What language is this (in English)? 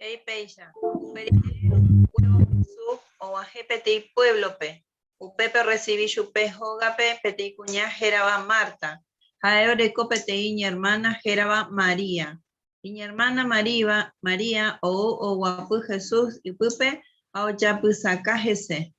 Guarani